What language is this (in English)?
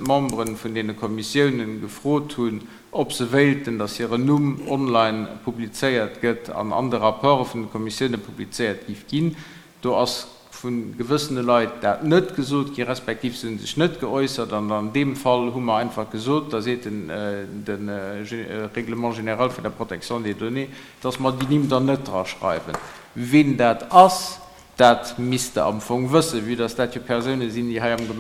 Luxembourgish